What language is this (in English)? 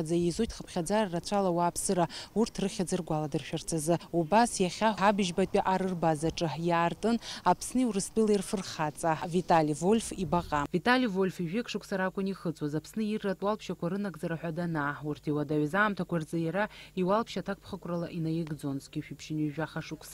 Abkhazian